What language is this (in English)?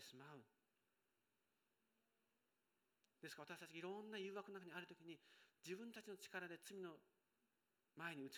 Japanese